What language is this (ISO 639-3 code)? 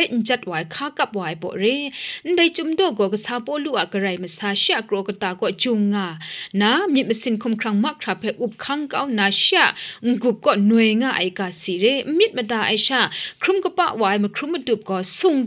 kac